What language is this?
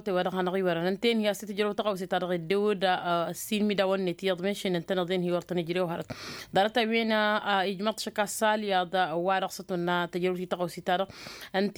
Tamasheq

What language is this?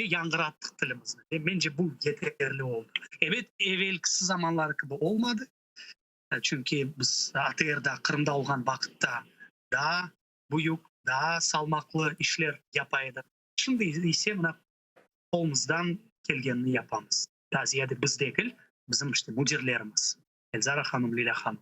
Crimean Tatar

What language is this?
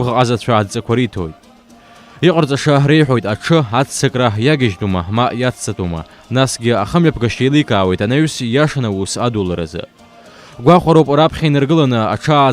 Abkhazian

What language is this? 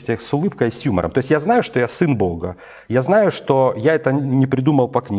Russian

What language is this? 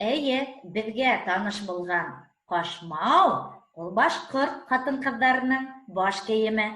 Bashkir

